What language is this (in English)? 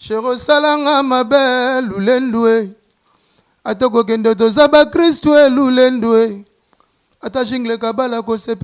Lingala